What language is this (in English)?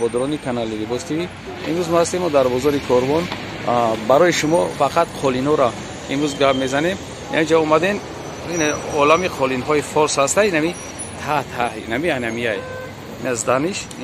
Tajik